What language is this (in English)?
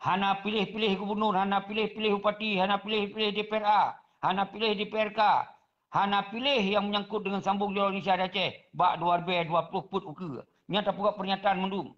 Achinese